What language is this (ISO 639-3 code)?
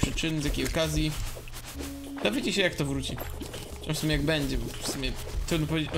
pol